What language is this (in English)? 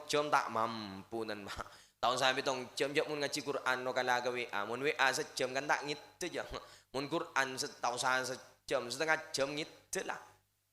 Madurese